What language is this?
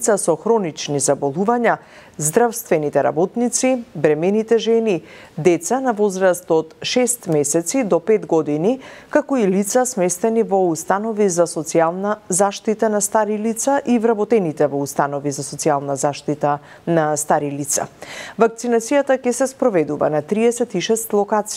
Macedonian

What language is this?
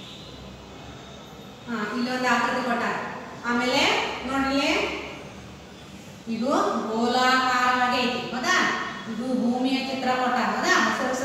Kannada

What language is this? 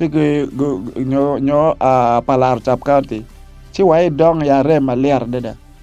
Acoli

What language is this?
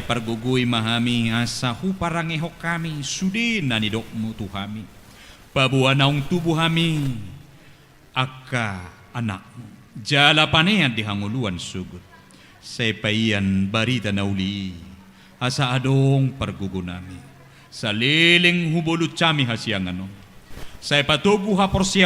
Batak Toba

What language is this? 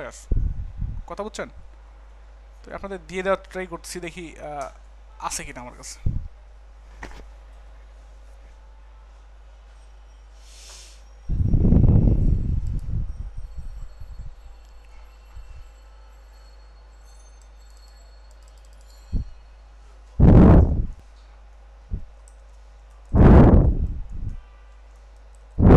Bangla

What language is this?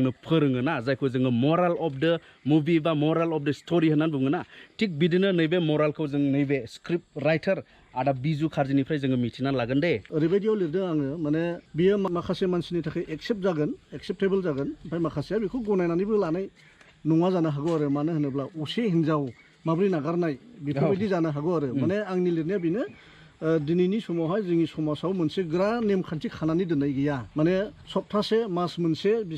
Bodo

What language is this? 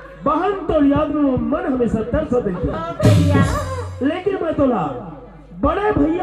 Chhattisgarhi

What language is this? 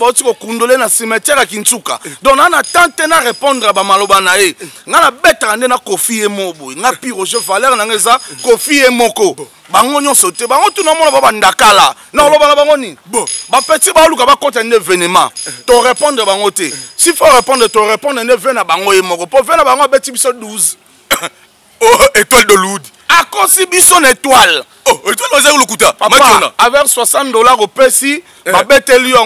Lingala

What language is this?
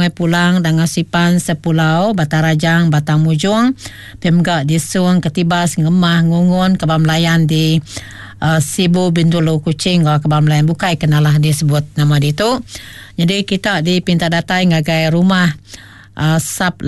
Iban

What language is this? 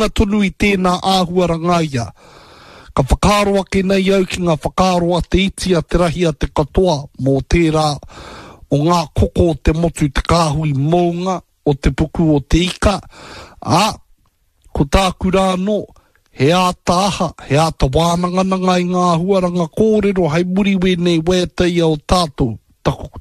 Māori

